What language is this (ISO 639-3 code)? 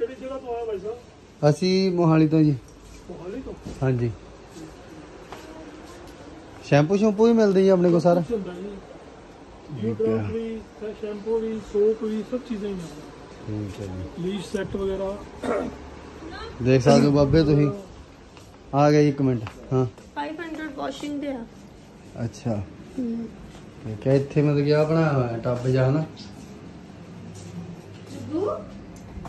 pan